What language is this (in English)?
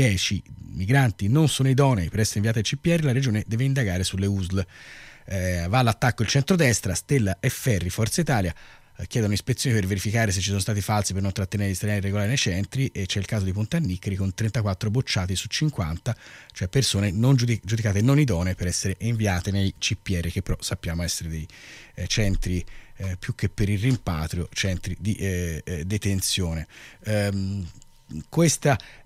Italian